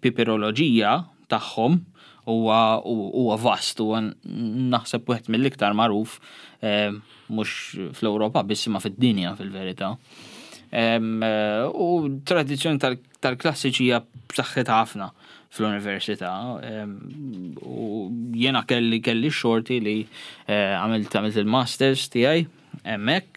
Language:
Maltese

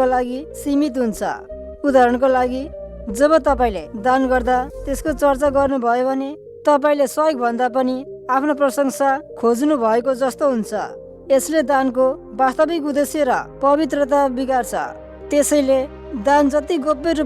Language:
Nepali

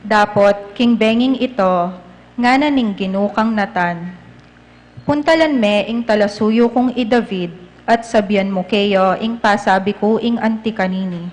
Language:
Pampanga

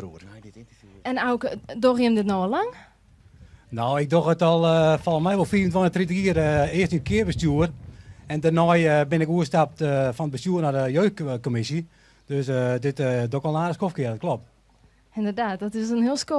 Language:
Western Frisian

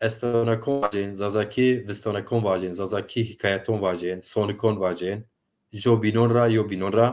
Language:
Zaza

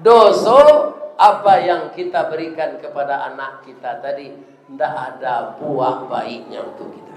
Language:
Minangkabau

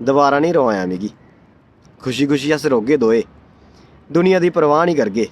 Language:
Dogri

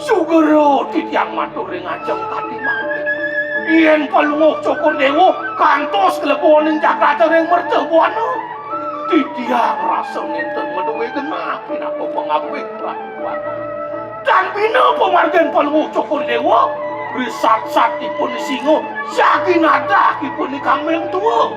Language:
Balinese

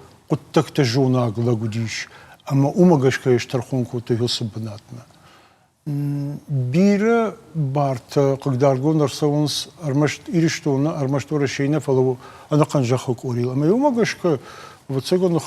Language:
Ossetic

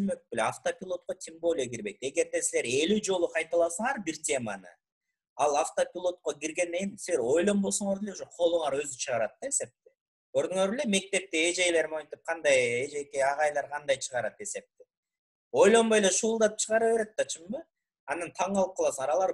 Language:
Kyrgyz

